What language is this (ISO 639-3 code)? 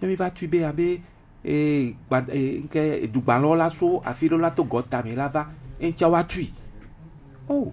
gej